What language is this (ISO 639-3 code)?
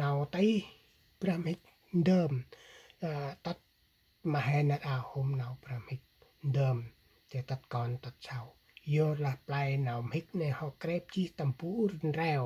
cmo